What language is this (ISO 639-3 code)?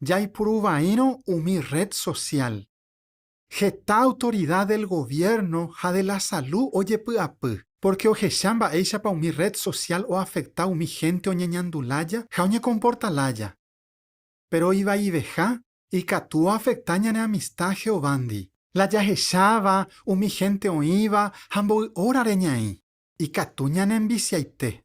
grn